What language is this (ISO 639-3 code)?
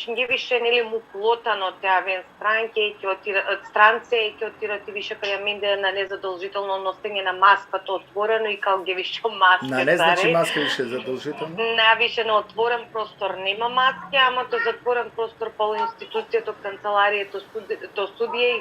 rmn